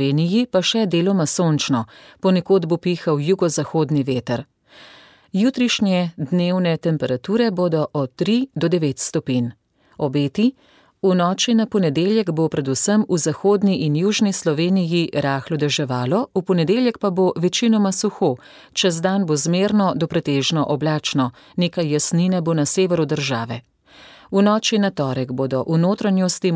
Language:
Slovenian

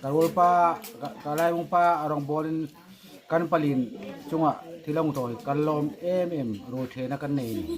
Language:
Hmar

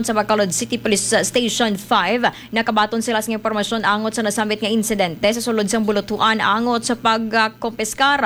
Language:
Hiligaynon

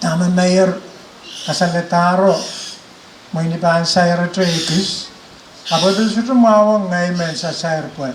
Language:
Pohnpeian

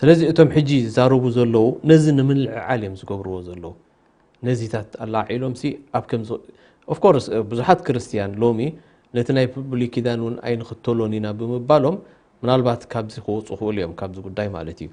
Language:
Tigrinya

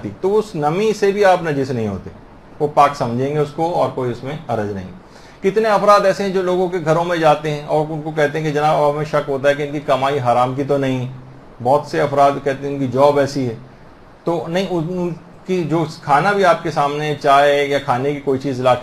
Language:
Urdu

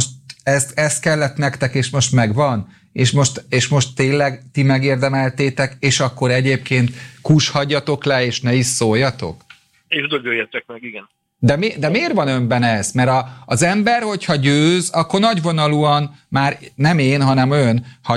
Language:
Hungarian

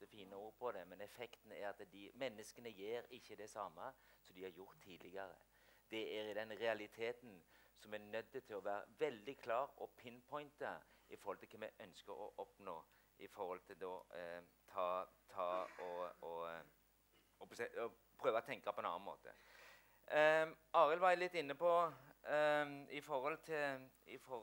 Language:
Norwegian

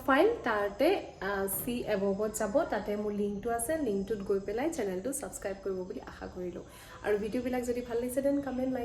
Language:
Assamese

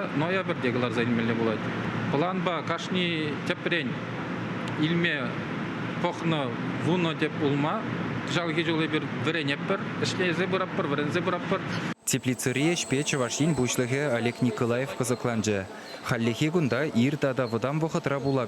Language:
Chuvash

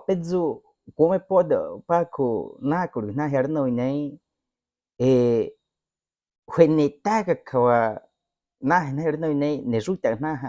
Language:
Baniwa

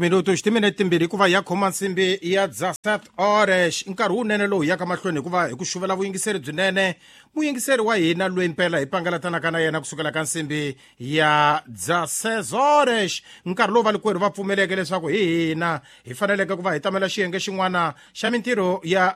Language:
Tsonga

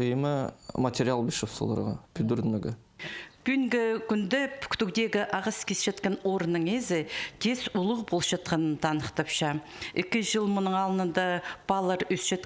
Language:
Khakas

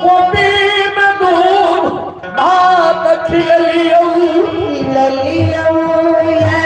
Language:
Maithili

